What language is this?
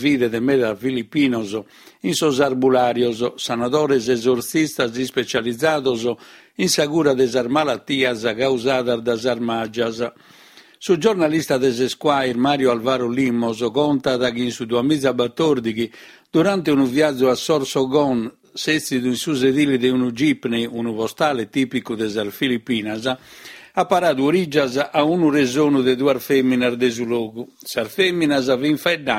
Sardinian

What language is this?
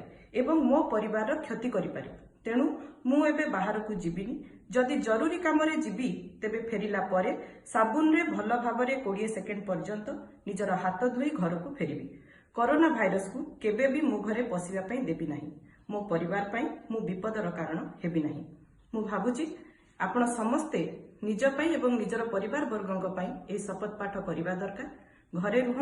Odia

